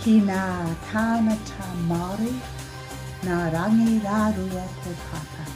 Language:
Māori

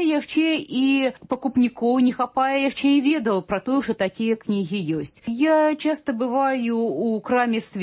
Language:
Belarusian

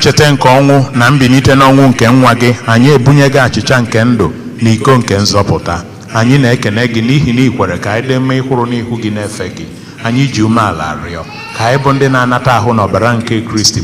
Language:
Igbo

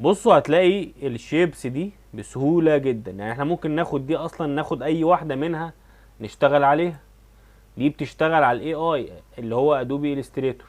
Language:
Egyptian Arabic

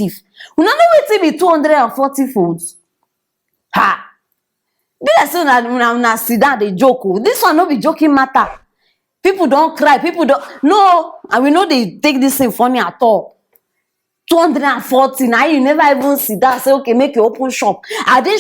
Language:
Nigerian Pidgin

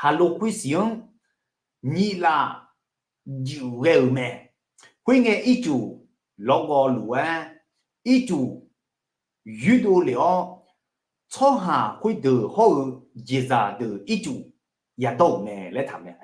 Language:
Akha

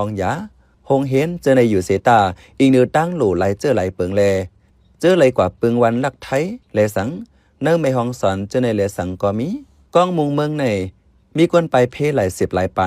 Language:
Shan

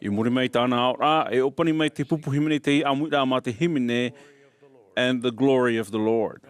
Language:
Tahitian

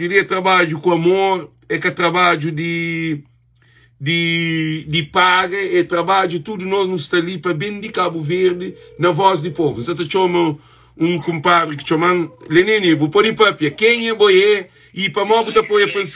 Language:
Kabuverdianu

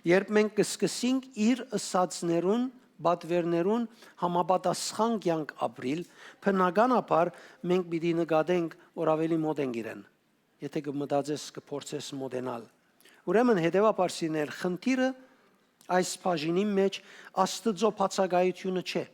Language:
Western Armenian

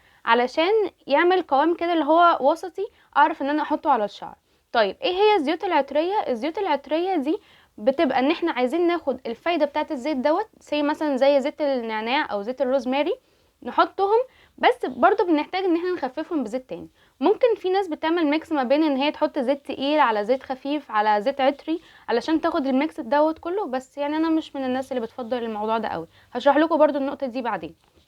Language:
Egyptian Arabic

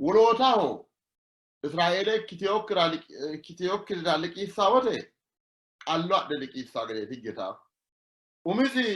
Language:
Sidamo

